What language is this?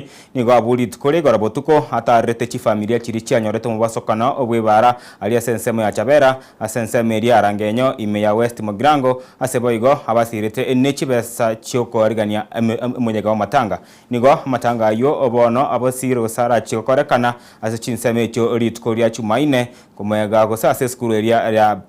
Gusii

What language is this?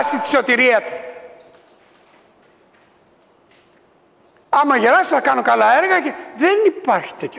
Greek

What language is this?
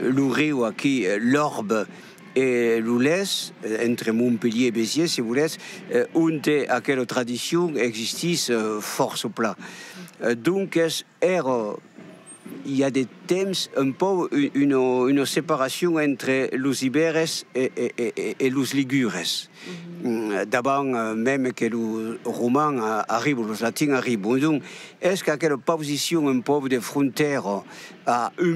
Occitan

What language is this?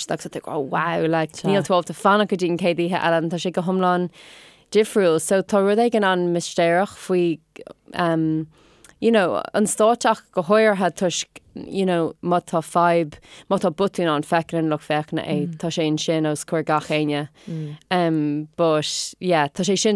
Irish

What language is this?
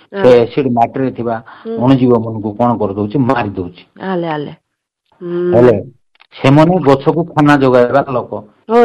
Odia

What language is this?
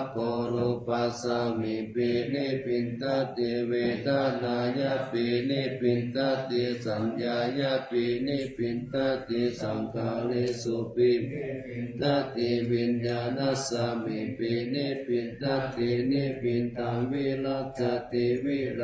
Pali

